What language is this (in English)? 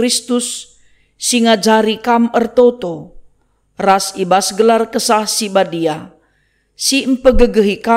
Batak Karo